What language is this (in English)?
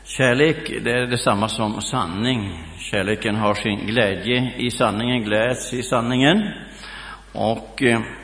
Swedish